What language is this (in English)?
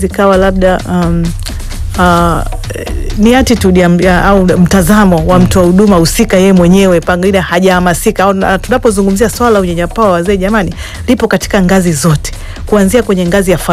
Swahili